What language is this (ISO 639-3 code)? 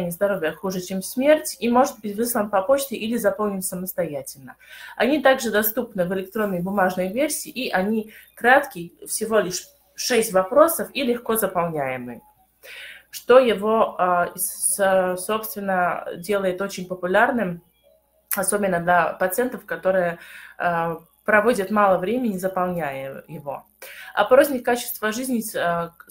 rus